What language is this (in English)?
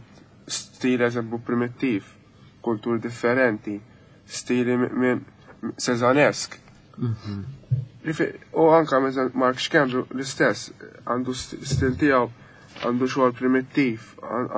Maltese